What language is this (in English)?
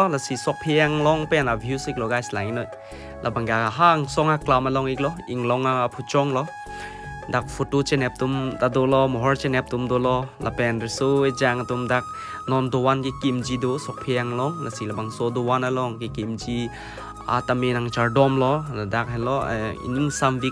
Karbi